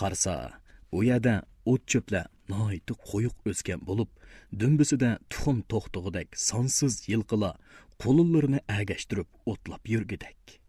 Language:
Uyghur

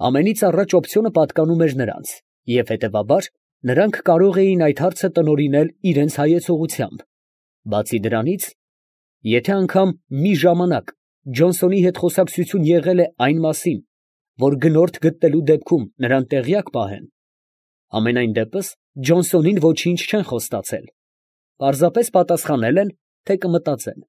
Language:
Armenian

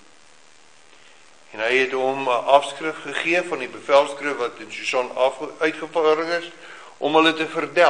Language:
Afrikaans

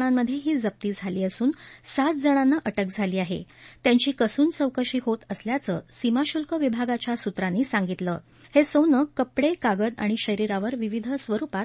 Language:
Marathi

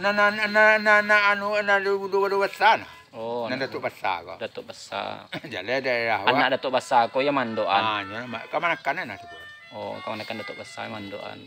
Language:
Minangkabau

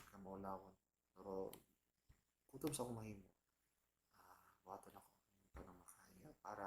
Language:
Cebuano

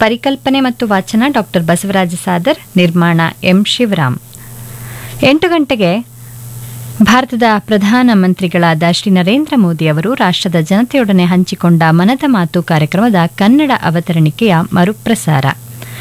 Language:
Kannada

